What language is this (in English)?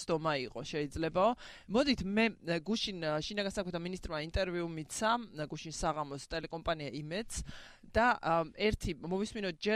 Georgian